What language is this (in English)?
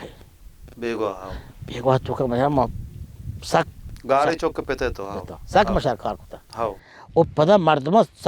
Baluchi